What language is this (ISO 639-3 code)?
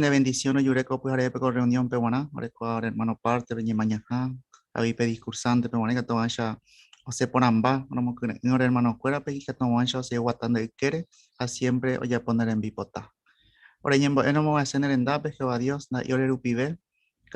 grn